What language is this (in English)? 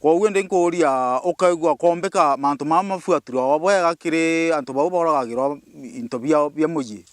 Meru